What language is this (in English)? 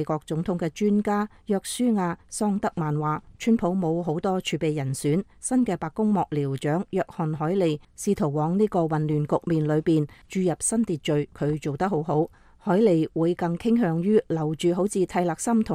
Cantonese